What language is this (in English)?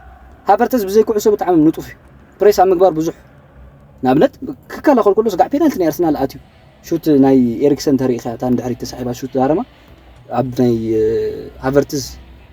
Tigrinya